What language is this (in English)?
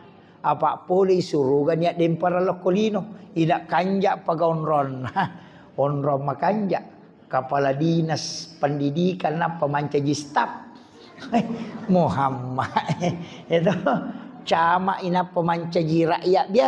Buginese